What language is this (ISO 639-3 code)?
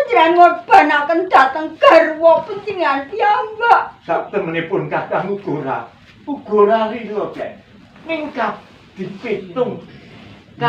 jav